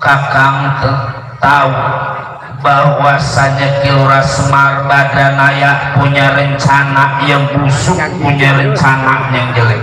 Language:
Betawi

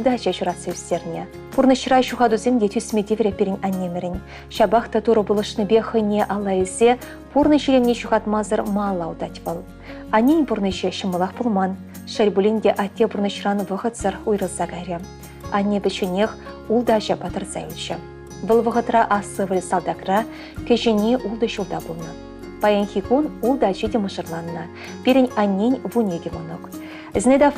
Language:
Chuvash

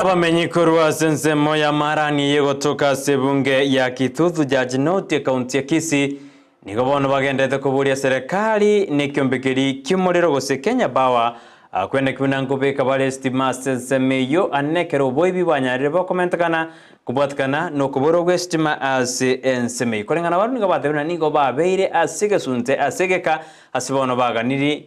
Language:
Gusii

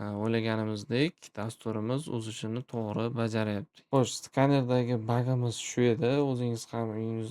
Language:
Uzbek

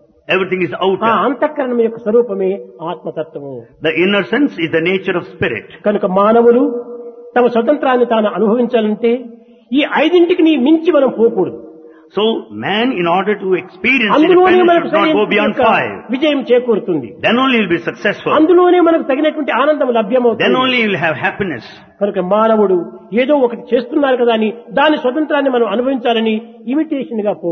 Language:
Telugu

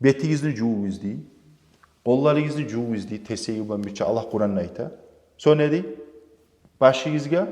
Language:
Kumyk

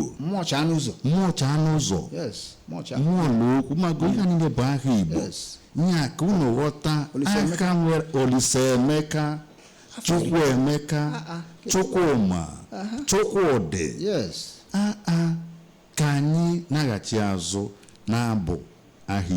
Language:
Igbo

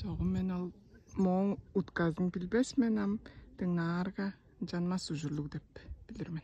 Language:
Tuvinian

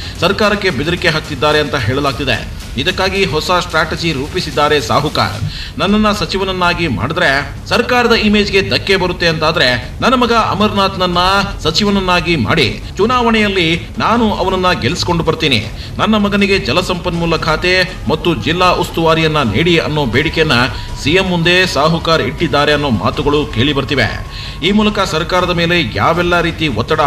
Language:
Kannada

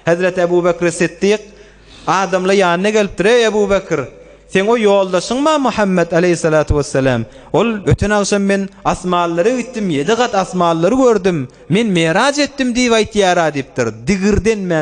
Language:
Turkmen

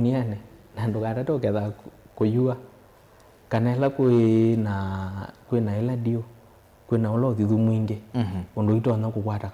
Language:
Kamba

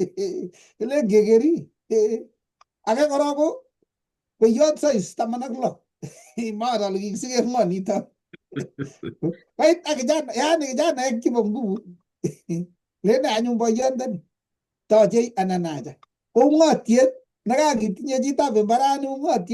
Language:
Kalenjin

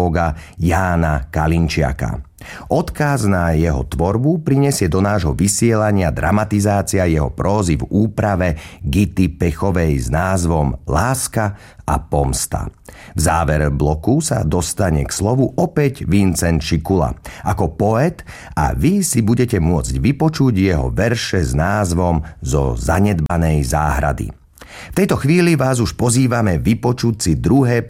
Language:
Slovak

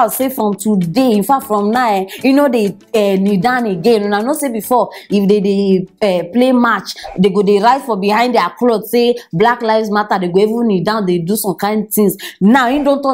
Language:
Nigerian Pidgin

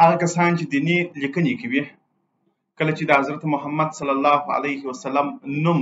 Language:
Pashto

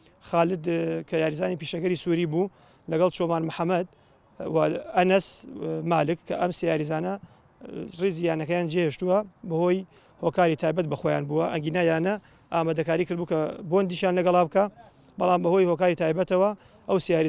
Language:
Central Kurdish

